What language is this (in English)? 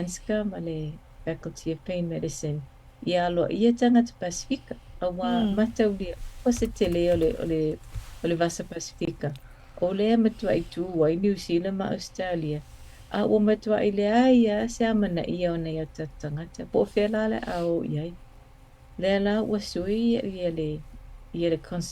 Samoan